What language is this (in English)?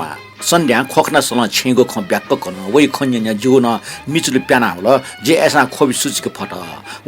Newari